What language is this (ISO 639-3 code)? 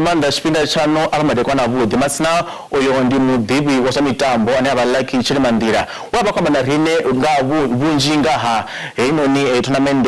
ven